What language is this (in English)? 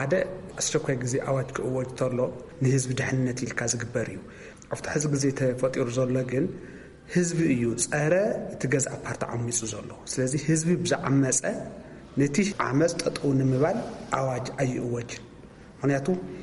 Tigrinya